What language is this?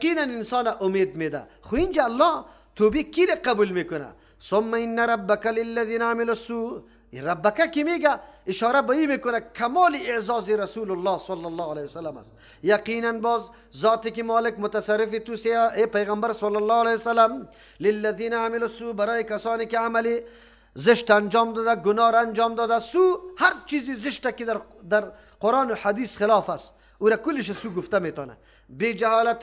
Persian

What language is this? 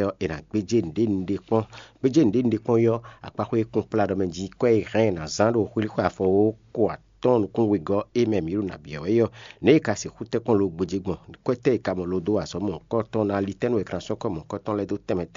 Fon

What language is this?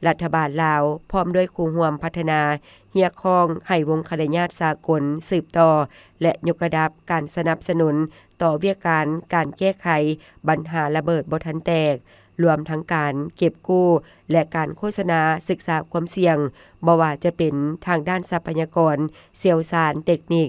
Lao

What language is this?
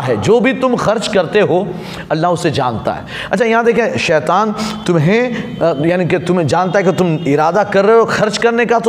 Urdu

